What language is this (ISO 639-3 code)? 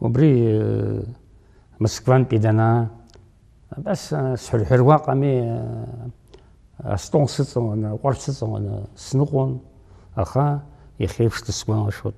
abk